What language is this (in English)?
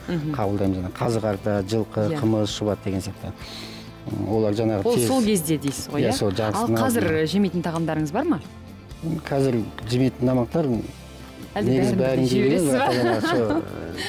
Kazakh